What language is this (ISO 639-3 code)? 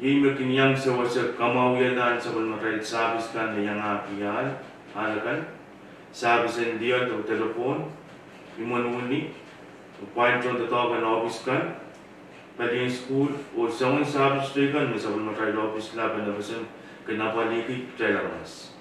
pon